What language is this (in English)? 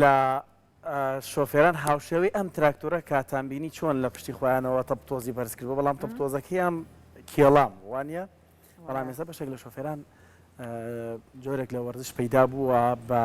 Central Kurdish